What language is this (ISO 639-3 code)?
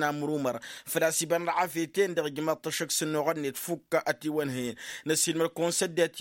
taq